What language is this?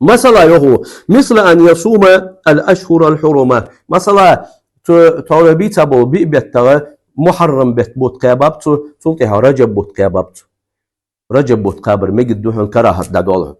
Ingush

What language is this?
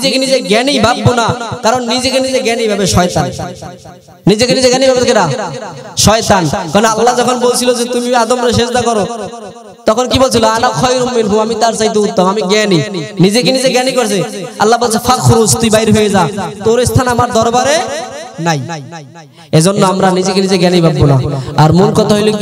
Bangla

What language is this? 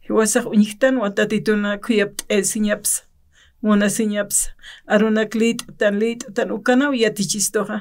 Aymara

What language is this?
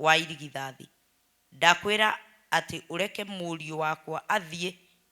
Kikuyu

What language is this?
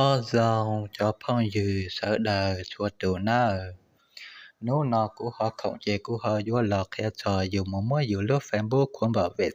Hmong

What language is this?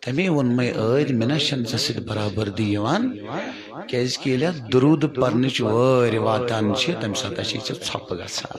Kashmiri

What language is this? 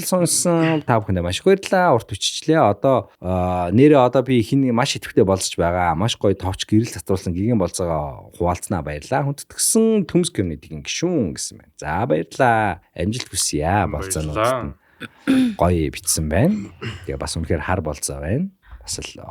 Mongolian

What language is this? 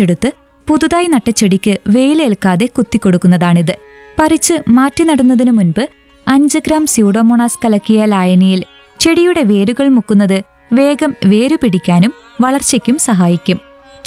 Malayalam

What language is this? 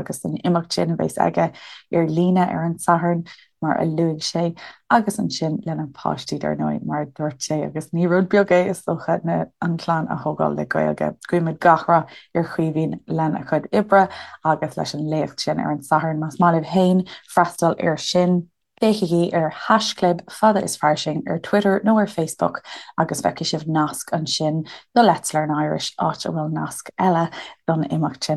Irish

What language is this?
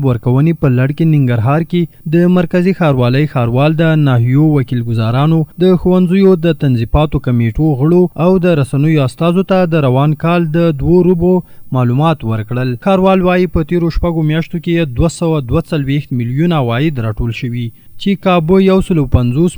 Pashto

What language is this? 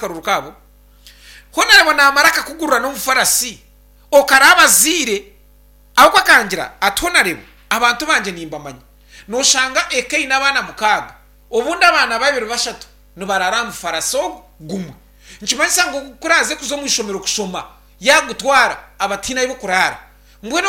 Nyankole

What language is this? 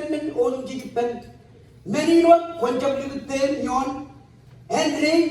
Marshallese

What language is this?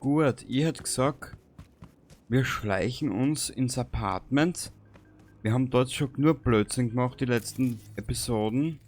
Bavarian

